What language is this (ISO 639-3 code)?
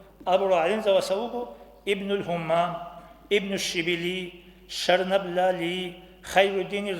ava